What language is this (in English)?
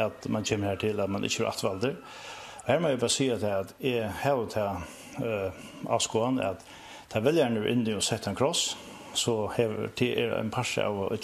Faroese